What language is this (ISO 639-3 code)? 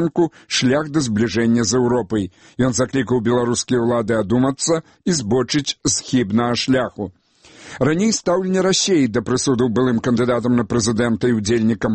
bel